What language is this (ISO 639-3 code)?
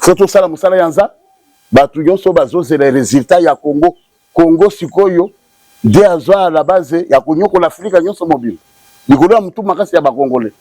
lin